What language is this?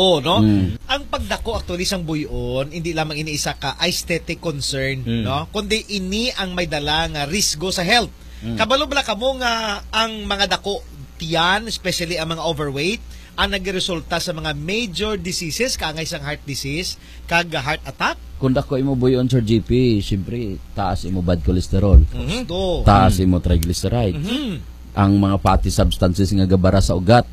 Hiligaynon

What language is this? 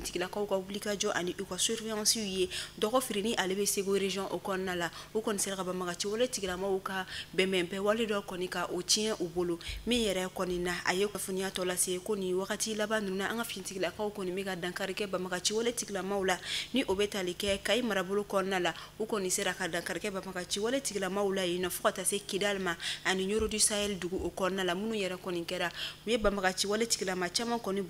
Bambara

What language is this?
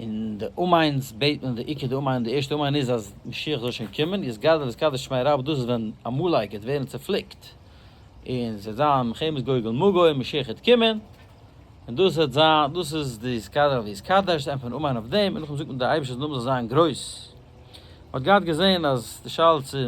Yiddish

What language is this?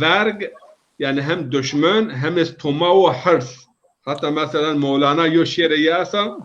Zaza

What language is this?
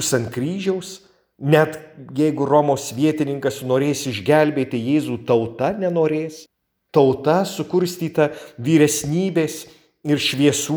Lithuanian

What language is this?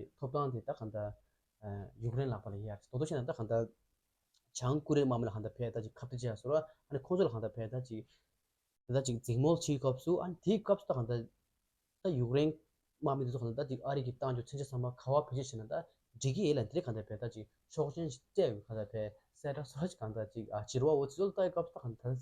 Tibetan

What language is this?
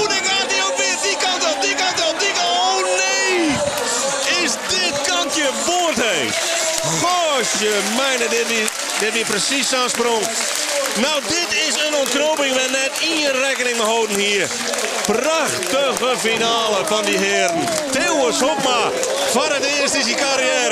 Western Frisian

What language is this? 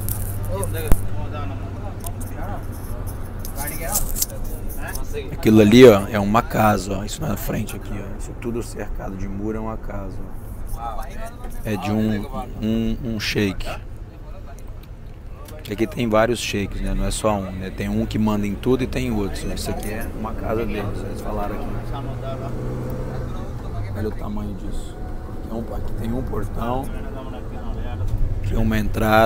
Portuguese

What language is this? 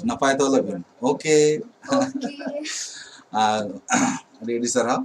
Santali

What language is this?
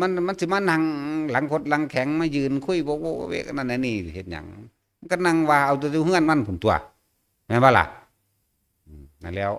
Northeastern Thai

